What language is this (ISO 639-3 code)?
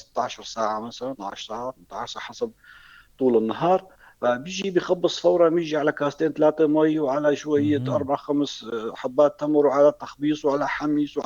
apc